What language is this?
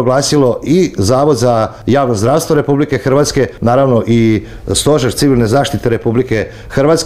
Croatian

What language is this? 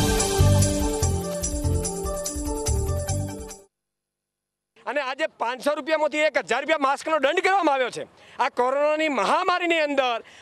Gujarati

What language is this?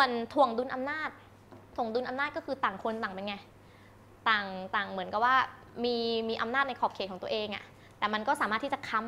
Thai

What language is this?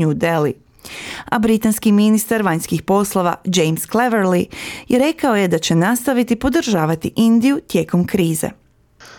Croatian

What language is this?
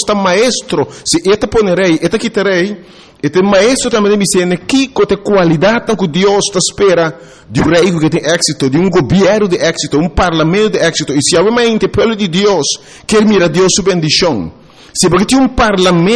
Papiamento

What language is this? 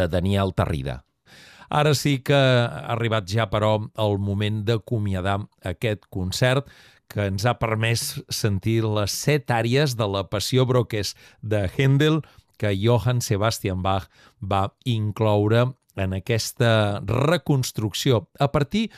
Catalan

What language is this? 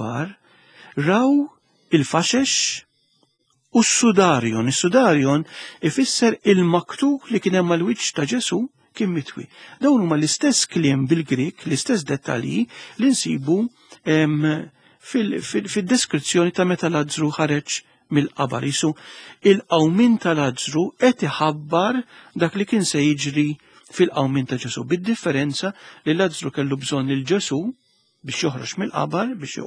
Maltese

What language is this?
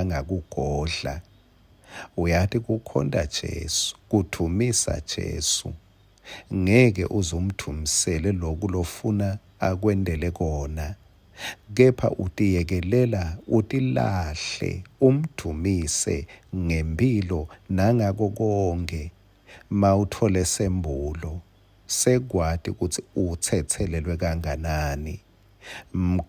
Swati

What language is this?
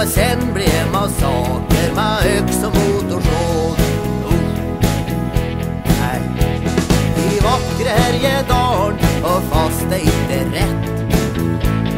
Swedish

